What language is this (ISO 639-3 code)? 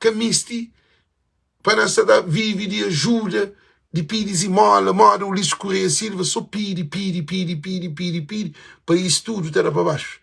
kea